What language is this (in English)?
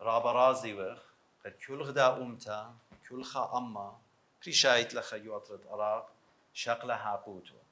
Assyrian Neo-Aramaic